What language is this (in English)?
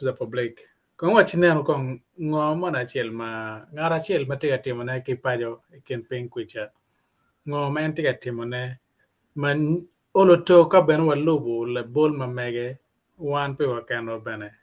Acoli